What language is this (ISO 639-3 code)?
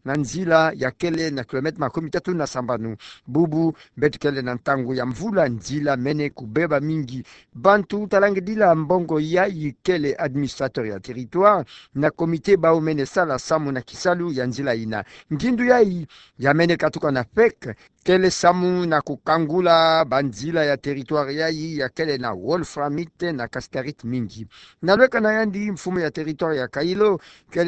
ktu